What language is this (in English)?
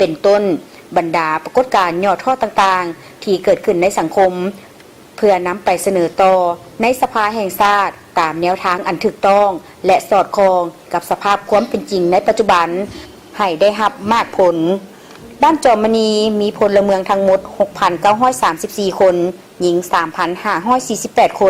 Lao